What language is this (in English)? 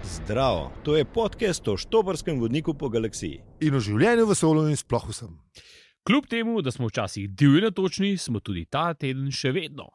Slovenian